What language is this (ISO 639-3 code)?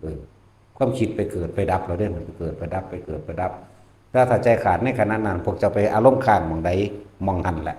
tts